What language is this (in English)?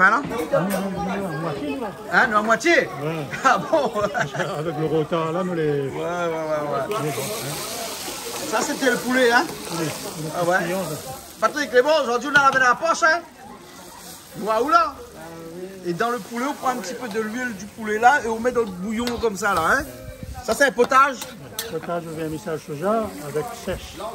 Réunion Creole French